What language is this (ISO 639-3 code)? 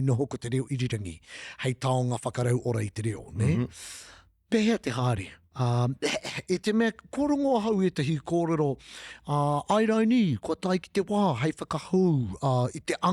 mri